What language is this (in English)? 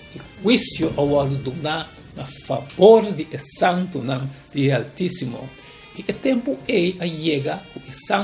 Papiamento